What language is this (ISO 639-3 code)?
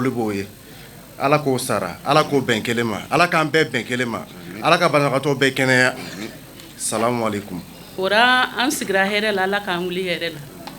bam